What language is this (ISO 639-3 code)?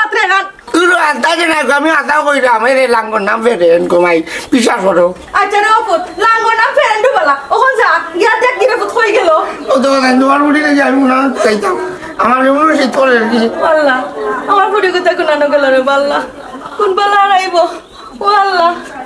syl